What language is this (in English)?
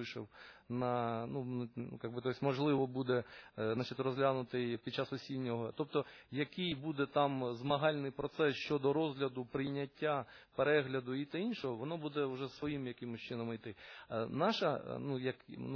Ukrainian